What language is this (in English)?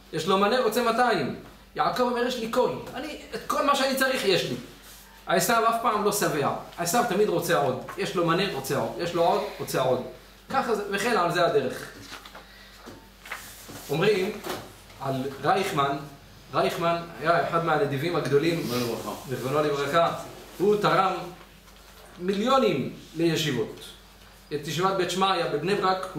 Hebrew